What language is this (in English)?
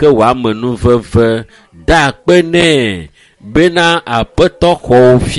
Ewe